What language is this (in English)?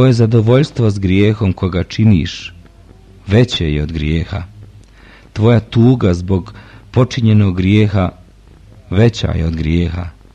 Bosnian